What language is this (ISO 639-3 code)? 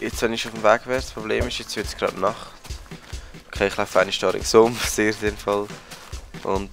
gsw